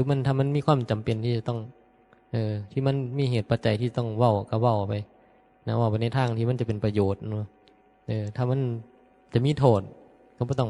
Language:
Northeastern Thai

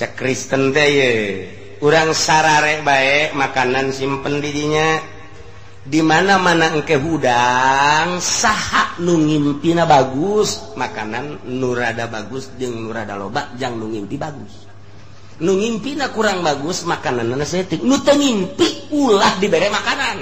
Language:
Sundanese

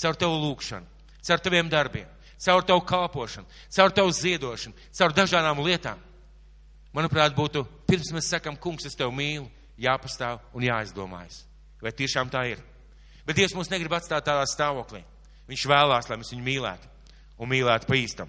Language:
Latvian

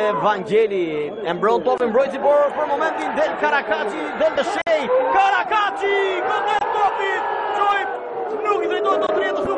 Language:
Albanian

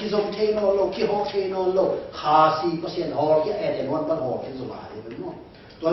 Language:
Tedim Chin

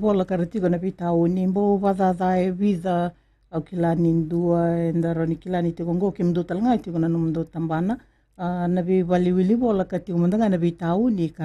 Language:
Fijian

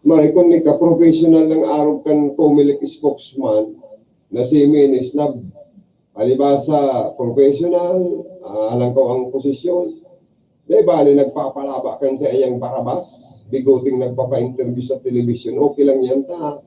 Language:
Bikol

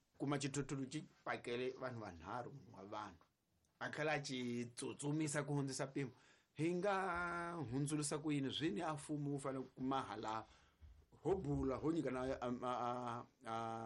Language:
Tsonga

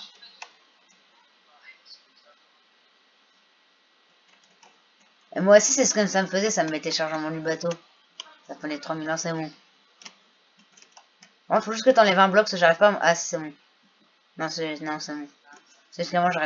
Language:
French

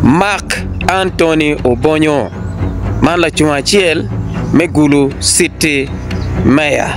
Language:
Acoli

